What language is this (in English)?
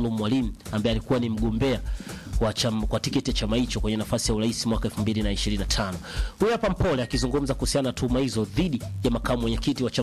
Swahili